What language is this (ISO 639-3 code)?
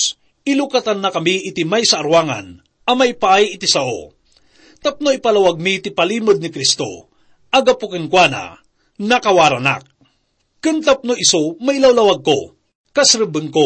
ilo